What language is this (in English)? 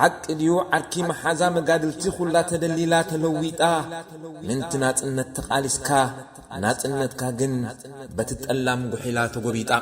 Tigrinya